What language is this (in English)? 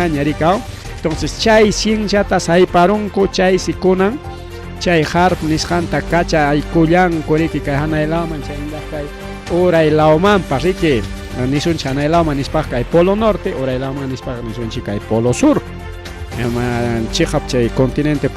Ayacucho Quechua